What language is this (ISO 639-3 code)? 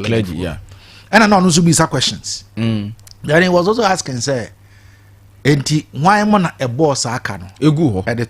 aka